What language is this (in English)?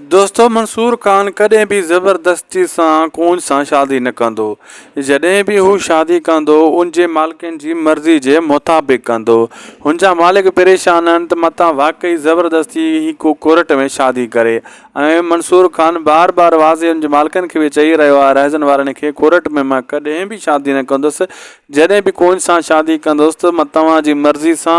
Sindhi